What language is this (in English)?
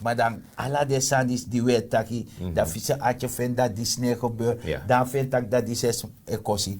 Sranan Tongo